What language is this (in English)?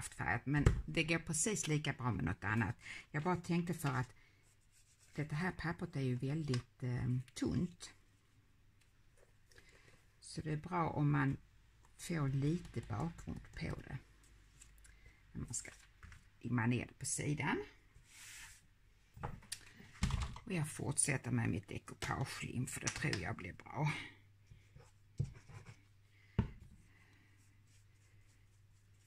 Swedish